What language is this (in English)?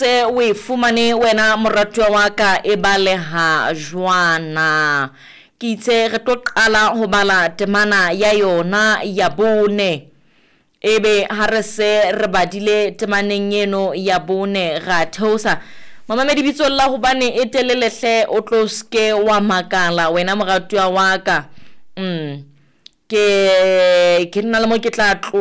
Southern Sotho